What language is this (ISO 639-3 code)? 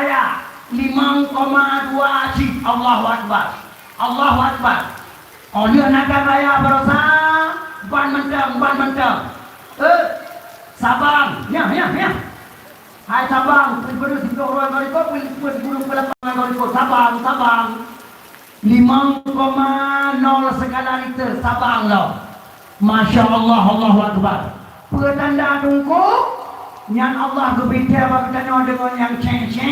ace